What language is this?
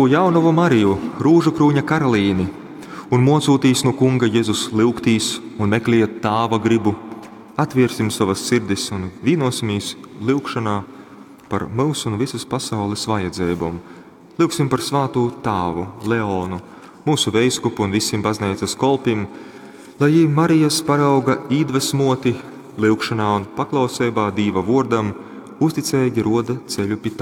Latgalian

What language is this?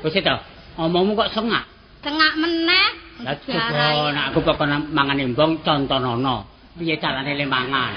Javanese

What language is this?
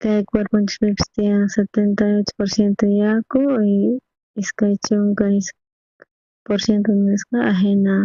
South Bolivian Quechua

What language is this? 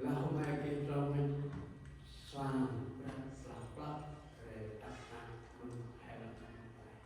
Central Mnong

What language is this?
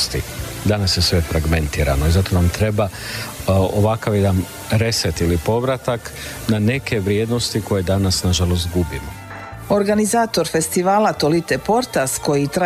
Croatian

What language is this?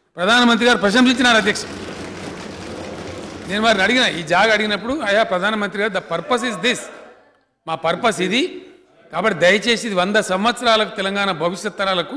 Telugu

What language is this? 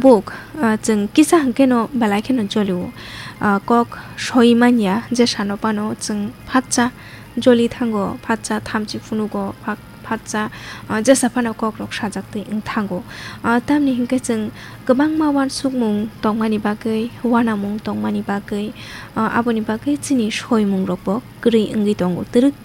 Kok Borok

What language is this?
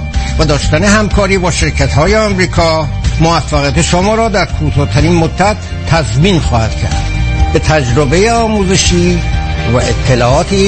Persian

